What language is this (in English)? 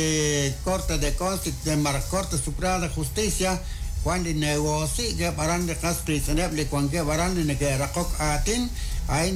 Kekchí